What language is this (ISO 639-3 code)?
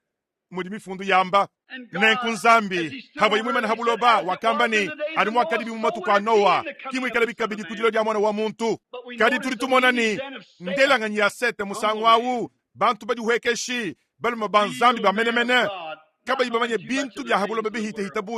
lua